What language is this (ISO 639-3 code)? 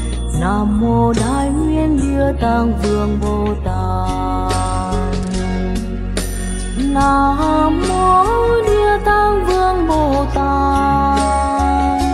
vie